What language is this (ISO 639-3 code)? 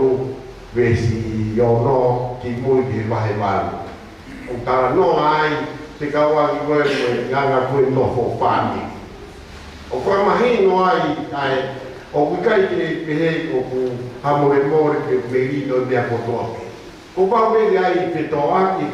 ton